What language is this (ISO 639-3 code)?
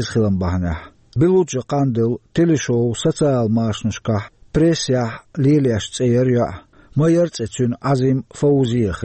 che